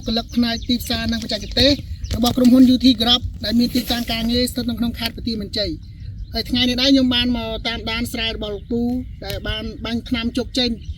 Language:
Khmer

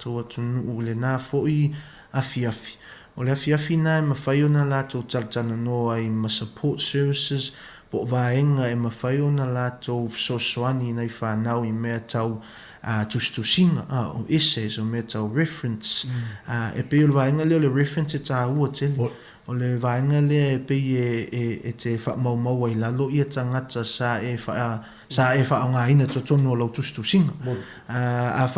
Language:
Samoan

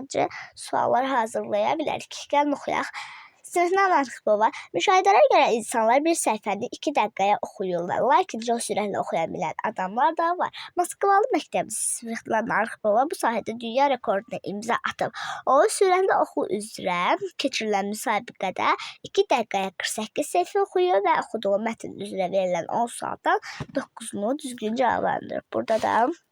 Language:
Azerbaijani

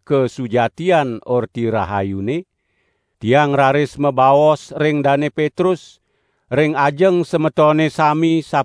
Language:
Balinese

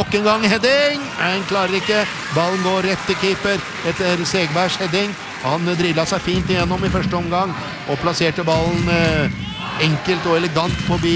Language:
Norwegian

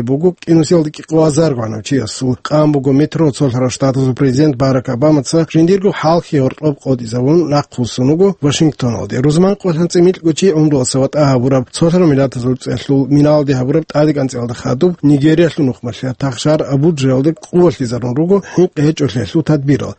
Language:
Avaric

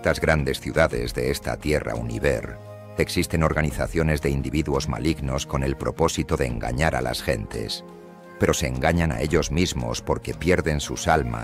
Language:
Spanish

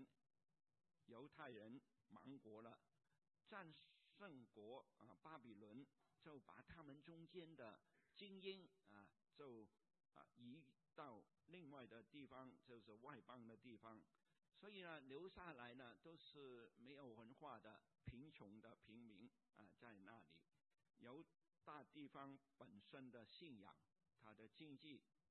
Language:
Chinese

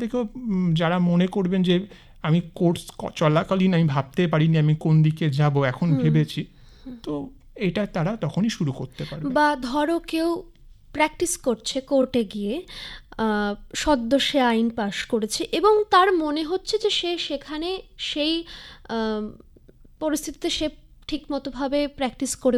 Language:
Bangla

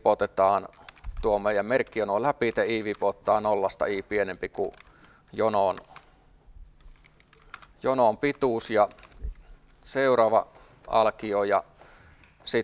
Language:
Finnish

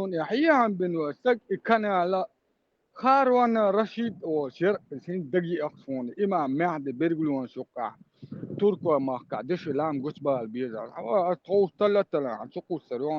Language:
Chechen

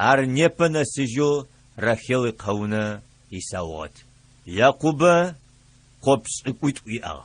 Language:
Adyghe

